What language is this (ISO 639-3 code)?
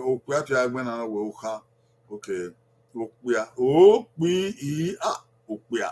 bin